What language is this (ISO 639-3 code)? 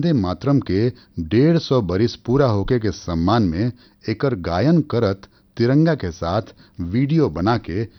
bho